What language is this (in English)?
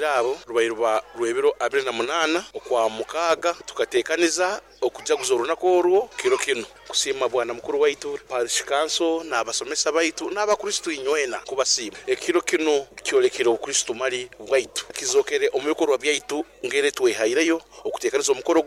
Nyoro